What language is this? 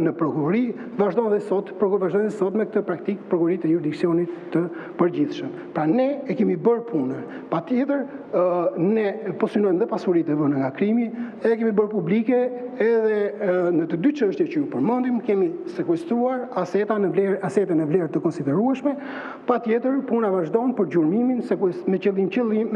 Albanian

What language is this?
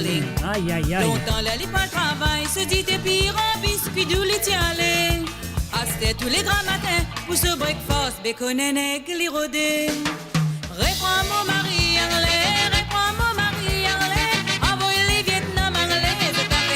Morisyen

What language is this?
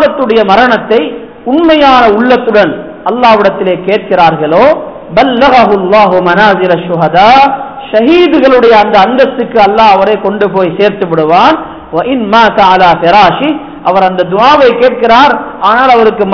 Tamil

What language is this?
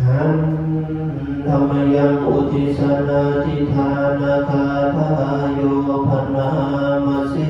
Pali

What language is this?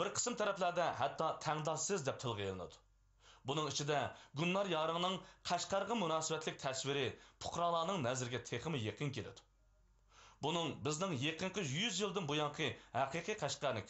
Uyghur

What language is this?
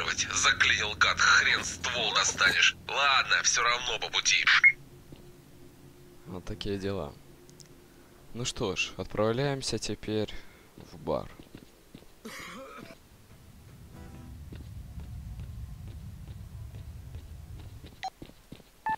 Russian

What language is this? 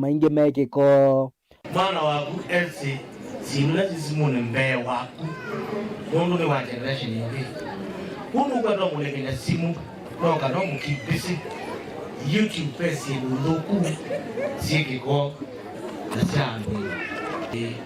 Kamba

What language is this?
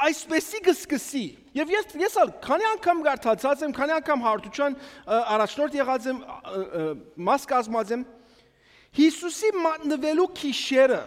Armenian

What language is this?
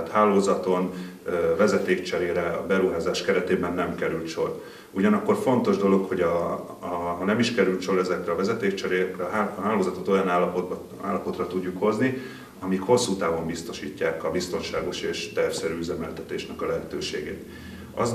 Hungarian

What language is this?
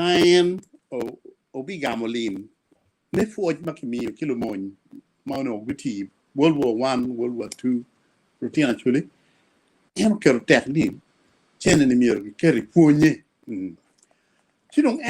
Acoli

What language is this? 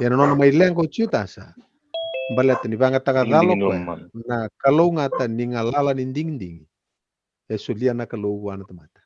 Fijian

